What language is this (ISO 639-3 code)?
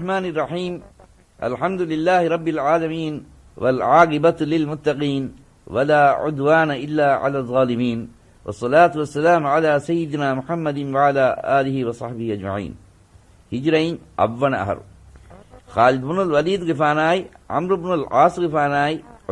div